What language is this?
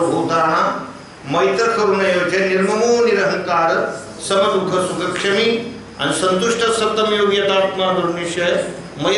Marathi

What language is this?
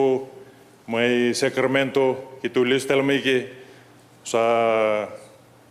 Fijian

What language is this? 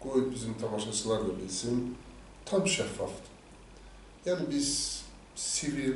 Azerbaijani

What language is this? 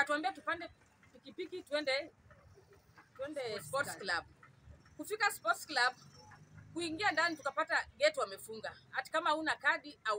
Swahili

